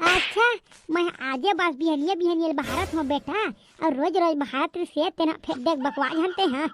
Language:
Chhattisgarhi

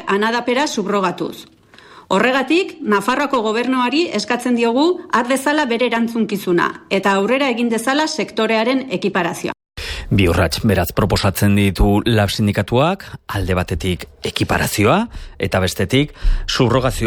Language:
Basque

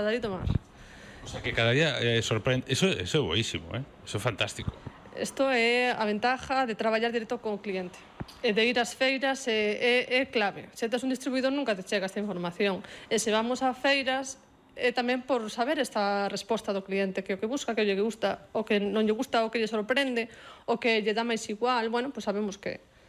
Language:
Galician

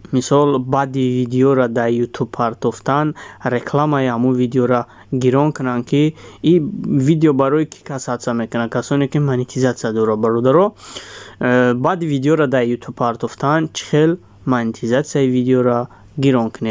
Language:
Tajik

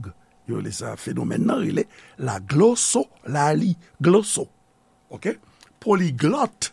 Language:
Haitian Creole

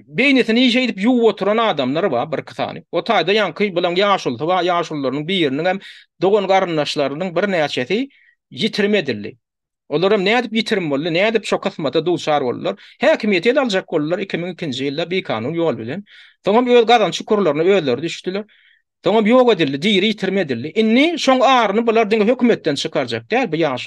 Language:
Turkmen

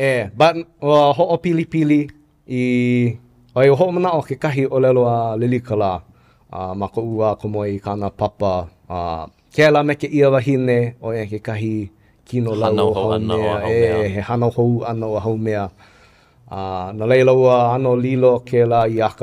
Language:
Hawaiian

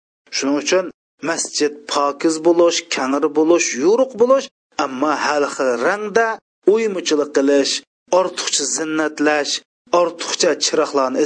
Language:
Uyghur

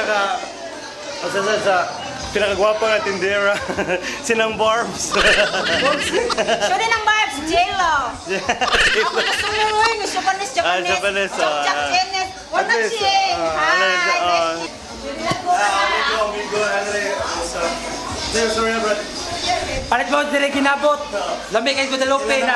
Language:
Cebuano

